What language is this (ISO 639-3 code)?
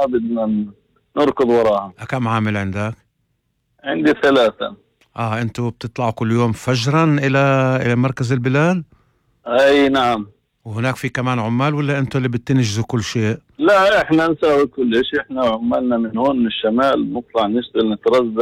apc